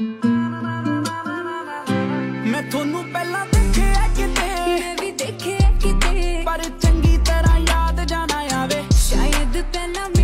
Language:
Punjabi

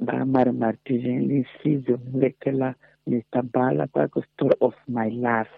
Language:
Tsonga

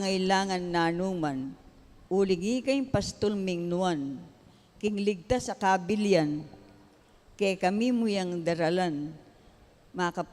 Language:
Pampanga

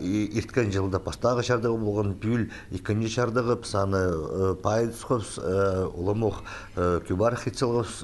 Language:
Khakas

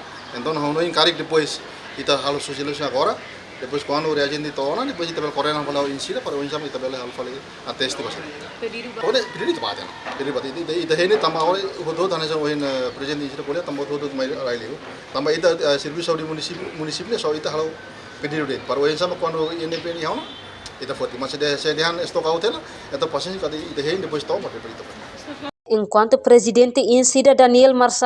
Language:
Tetum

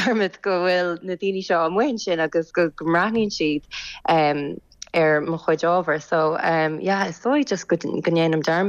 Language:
Irish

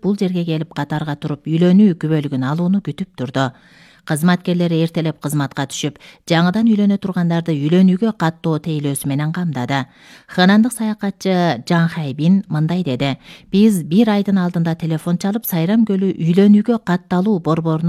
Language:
Kyrgyz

